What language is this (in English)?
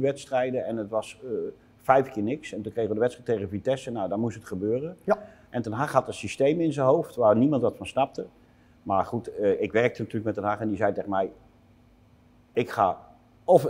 Dutch